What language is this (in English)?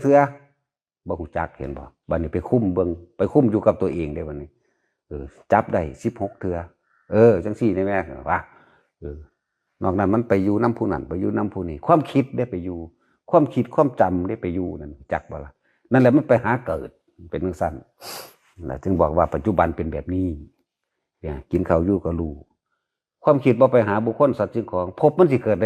Northeastern Thai